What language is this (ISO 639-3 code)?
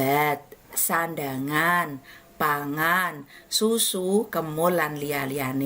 jav